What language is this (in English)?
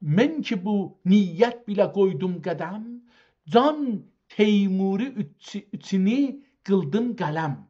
South Azerbaijani